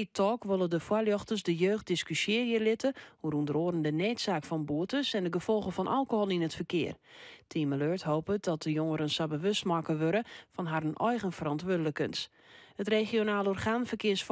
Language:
Western Frisian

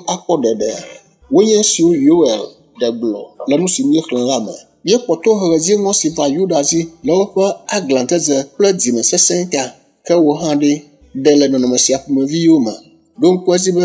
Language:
Ewe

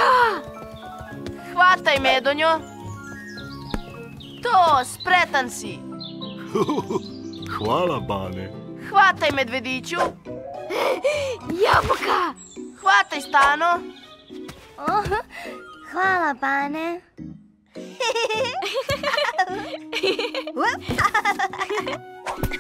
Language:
Serbian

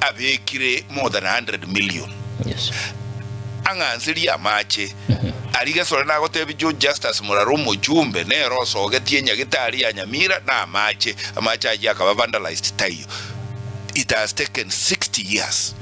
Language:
Gusii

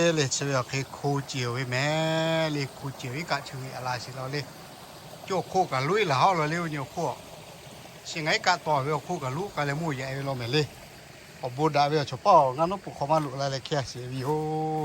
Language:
Lahu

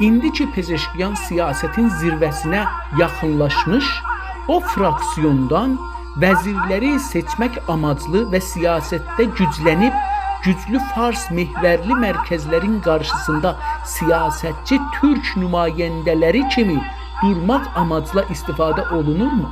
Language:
South Azerbaijani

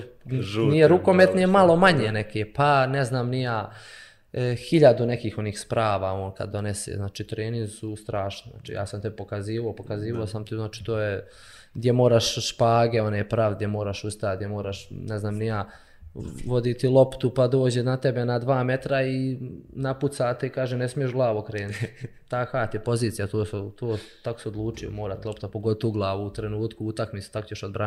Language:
Bosnian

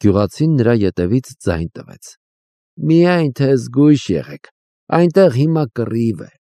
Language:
Armenian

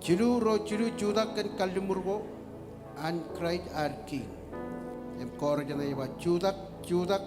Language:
Marshallese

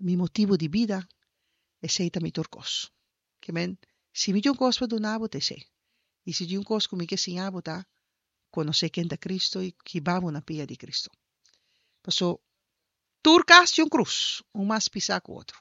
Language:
Papiamento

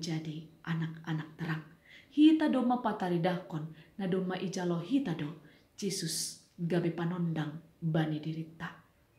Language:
Batak Simalungun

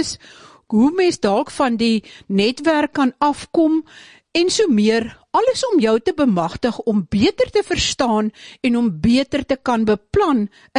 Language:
Afrikaans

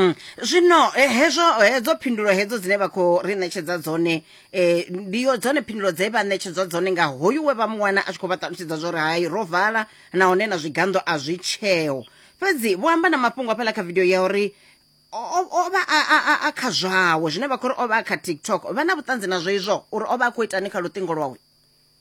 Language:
Venda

